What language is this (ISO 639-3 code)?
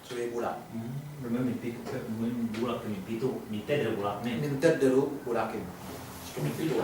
yka